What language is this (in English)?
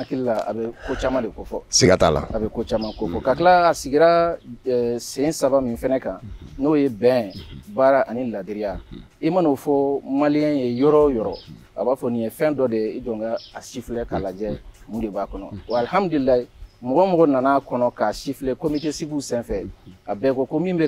Bambara